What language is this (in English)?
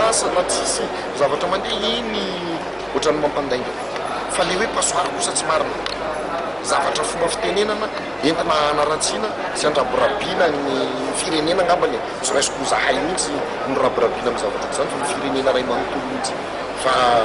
Malagasy